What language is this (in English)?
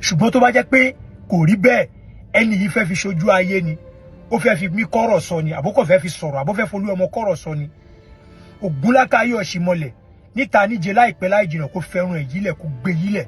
Yoruba